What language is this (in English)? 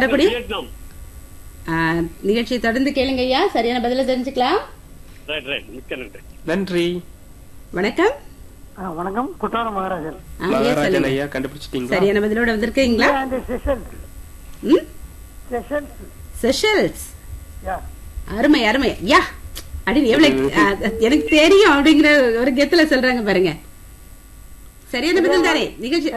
Tamil